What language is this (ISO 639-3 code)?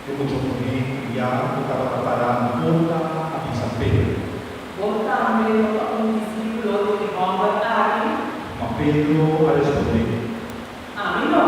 pap